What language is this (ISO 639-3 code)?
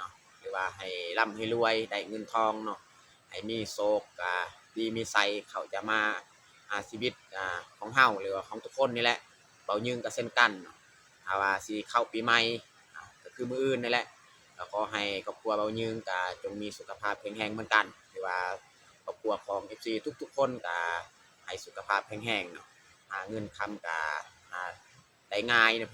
lao